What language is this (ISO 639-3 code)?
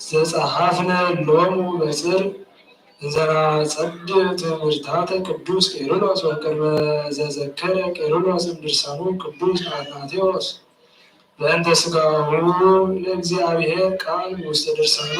gez